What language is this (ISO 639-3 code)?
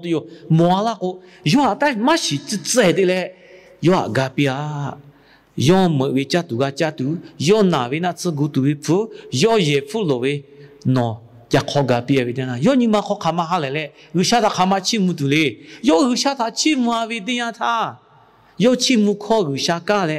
lhu